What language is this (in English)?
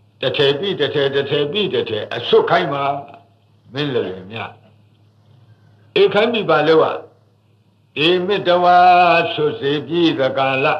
Burmese